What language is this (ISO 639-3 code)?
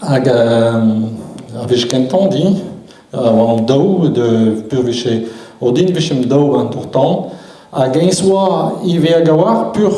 bre